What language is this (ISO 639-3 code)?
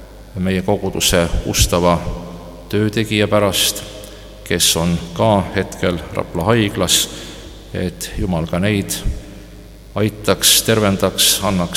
est